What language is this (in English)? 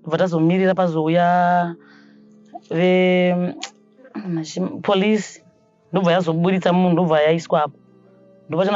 Shona